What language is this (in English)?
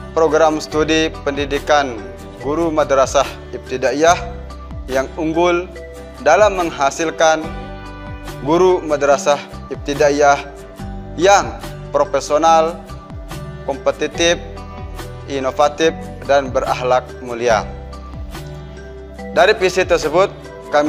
Indonesian